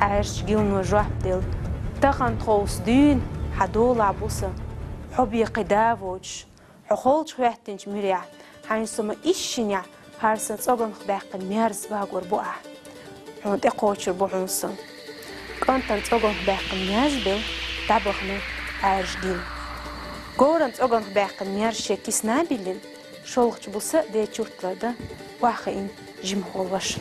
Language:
Chechen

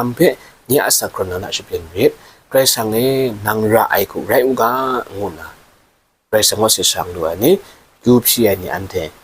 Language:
Kachin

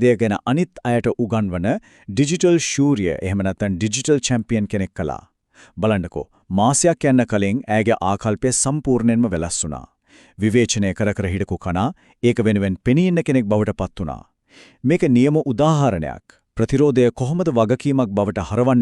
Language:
Sinhala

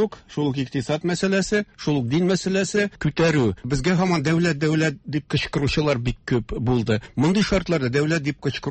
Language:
Tatar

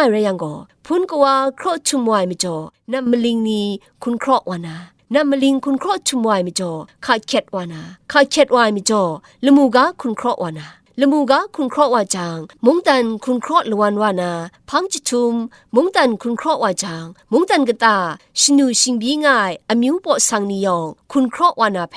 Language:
Kachin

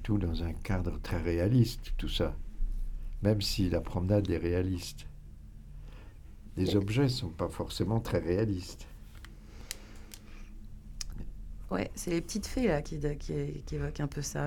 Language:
French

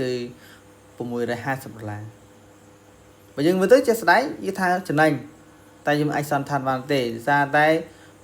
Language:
Khmer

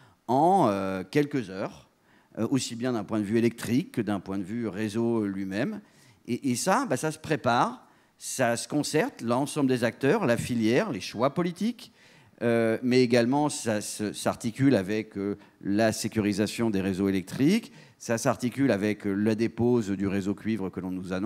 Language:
French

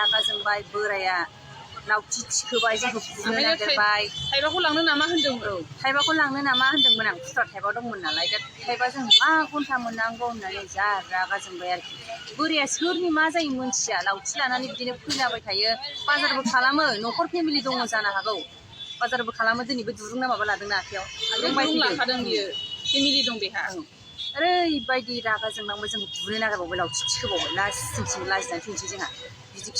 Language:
Bodo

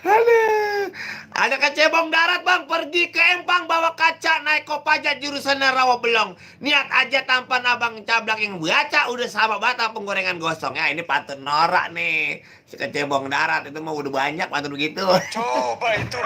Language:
Betawi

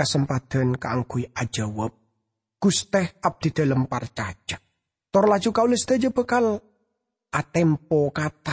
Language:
Madurese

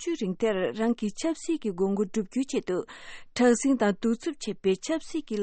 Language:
Tibetan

